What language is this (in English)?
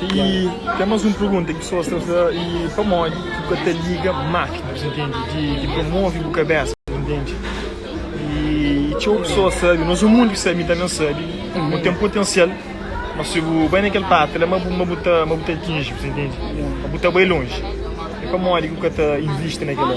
Kabuverdianu